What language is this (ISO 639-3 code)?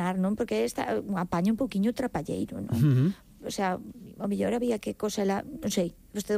glg